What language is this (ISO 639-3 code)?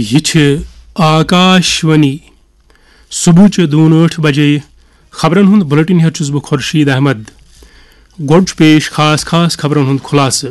kas